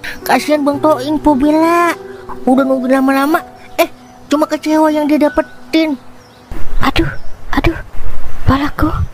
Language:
Betawi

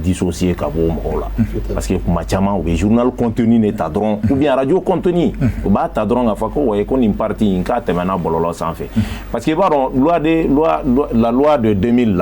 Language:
Bambara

